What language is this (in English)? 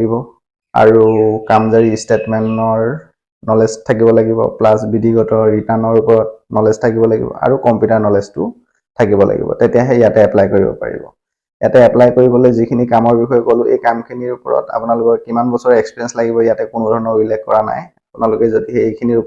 Assamese